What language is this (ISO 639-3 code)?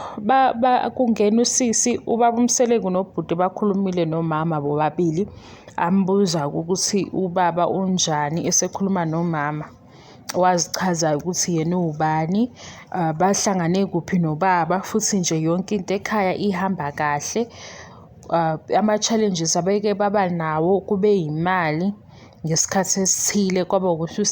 zul